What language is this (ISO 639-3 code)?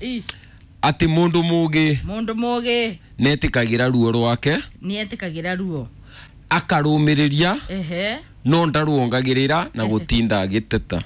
kik